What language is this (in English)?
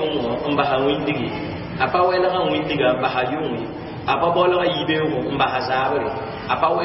Mossi